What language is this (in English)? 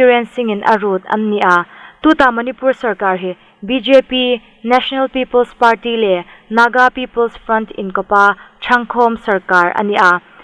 Hmar